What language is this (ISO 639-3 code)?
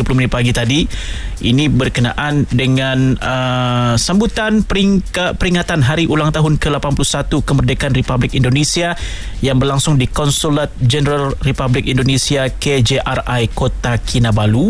msa